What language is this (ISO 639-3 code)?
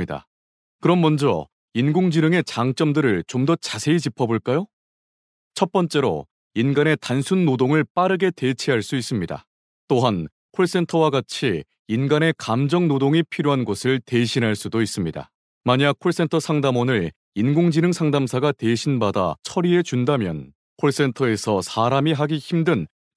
kor